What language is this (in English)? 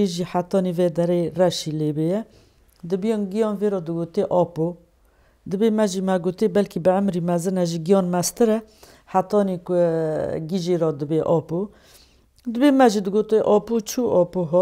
Kurdish